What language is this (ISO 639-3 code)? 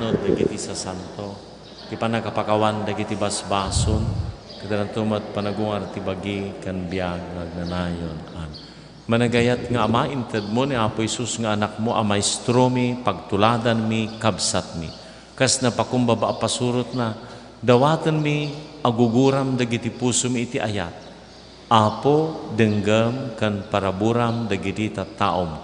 ilo